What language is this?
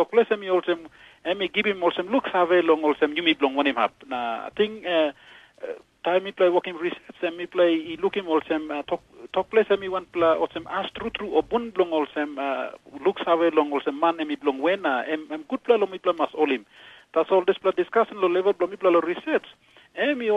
Tok Pisin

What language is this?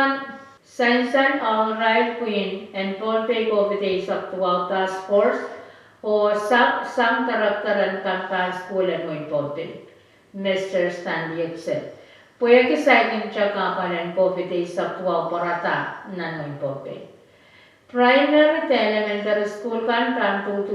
Pohnpeian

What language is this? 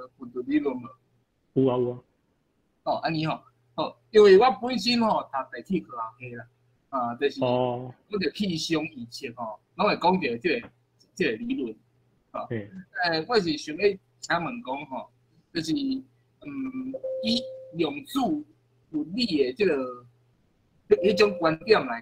Min Nan Chinese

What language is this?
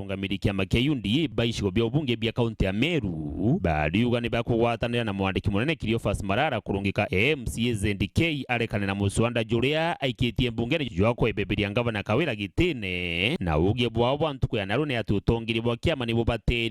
Meru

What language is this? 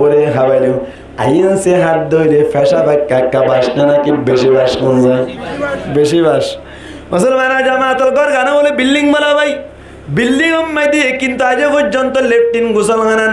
Rohingya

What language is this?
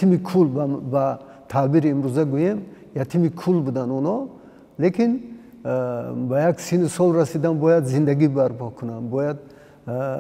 Tajik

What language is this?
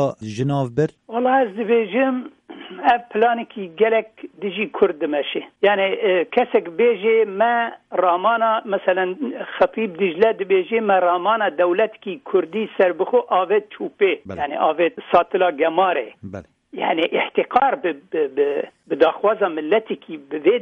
Kurdish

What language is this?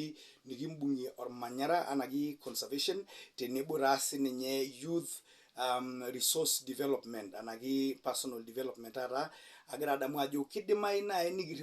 Masai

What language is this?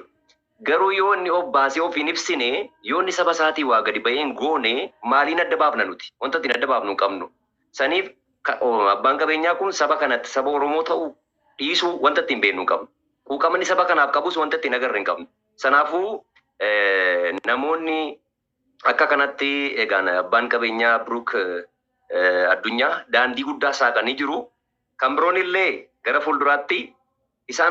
Oromo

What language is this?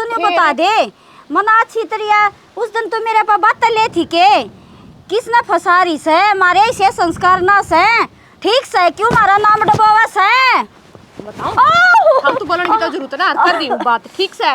Haryanvi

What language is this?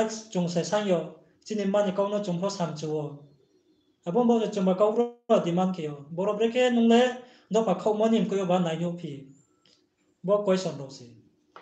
Riang (India)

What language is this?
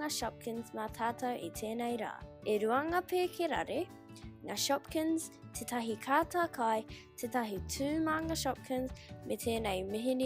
Māori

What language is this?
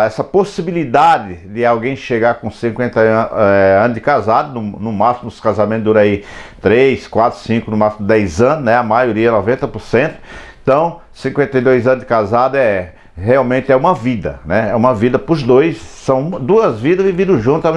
Portuguese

